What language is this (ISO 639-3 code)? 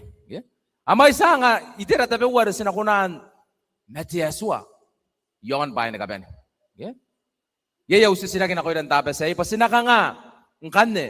gil